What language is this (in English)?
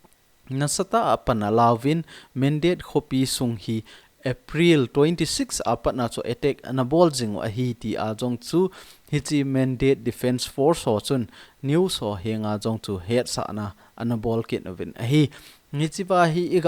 Thado Chin